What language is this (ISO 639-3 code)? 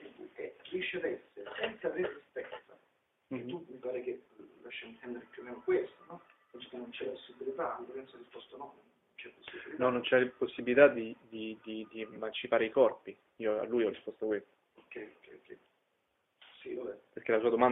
ita